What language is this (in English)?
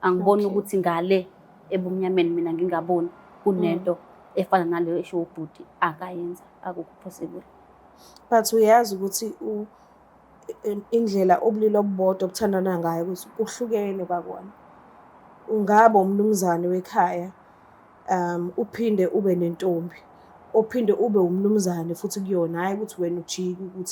Zulu